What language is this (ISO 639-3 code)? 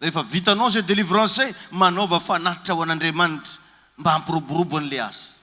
mlg